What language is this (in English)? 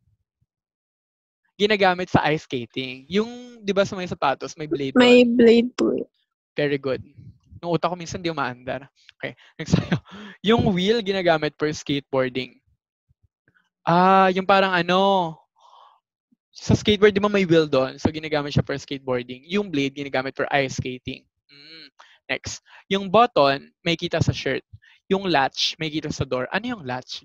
Filipino